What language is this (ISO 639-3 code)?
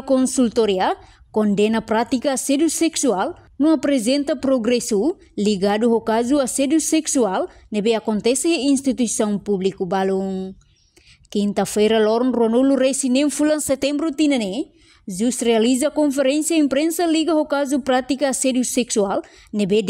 tet